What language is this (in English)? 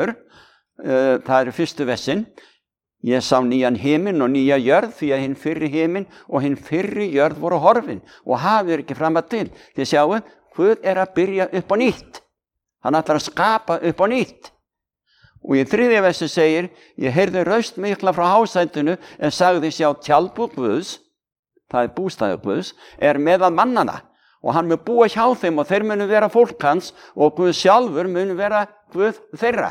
Icelandic